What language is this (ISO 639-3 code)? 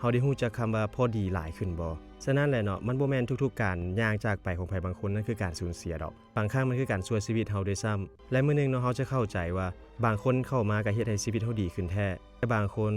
lao